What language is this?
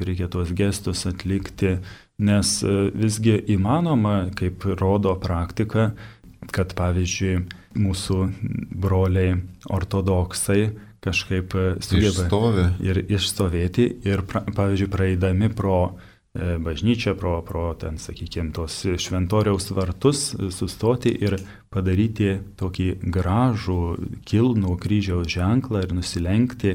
Lithuanian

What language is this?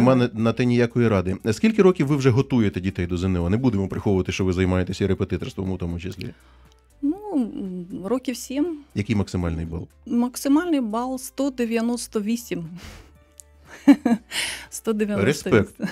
Ukrainian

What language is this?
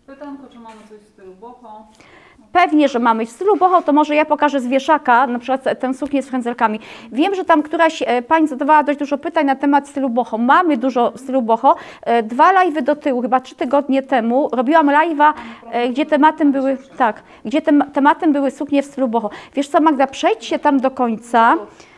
Polish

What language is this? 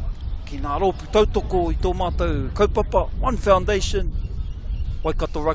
Māori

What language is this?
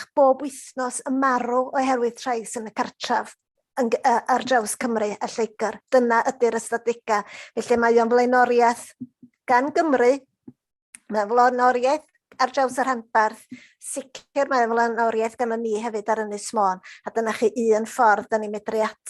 Welsh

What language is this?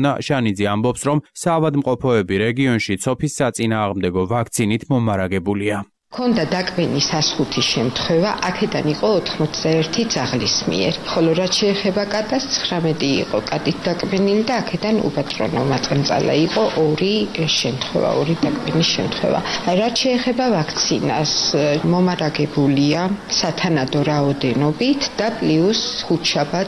Georgian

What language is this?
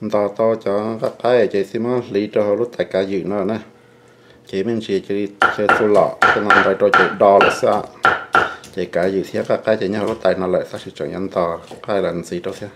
Hmong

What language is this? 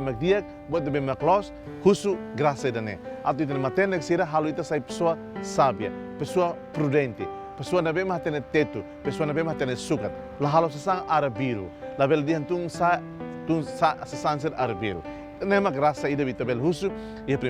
Tetum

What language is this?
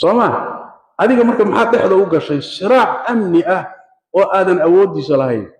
Somali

